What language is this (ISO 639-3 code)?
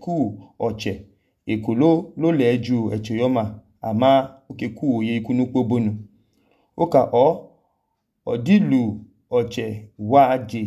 idu